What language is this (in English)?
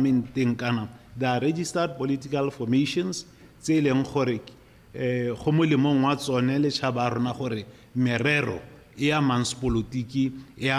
Tswana